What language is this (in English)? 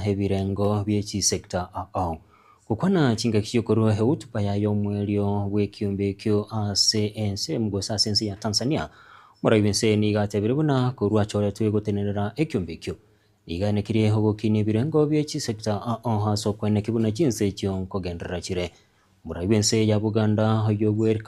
Gusii